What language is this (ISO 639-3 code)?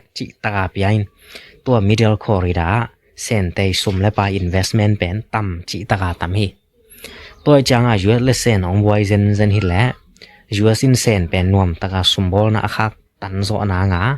ctd